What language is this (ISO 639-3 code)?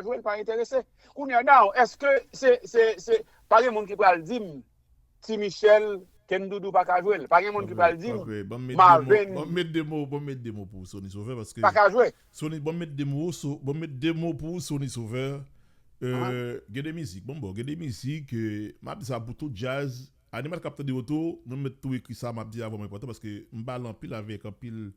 hat